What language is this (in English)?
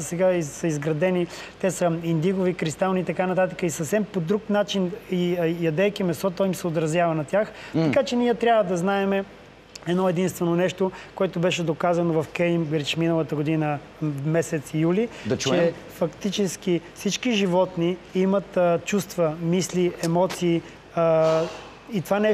Bulgarian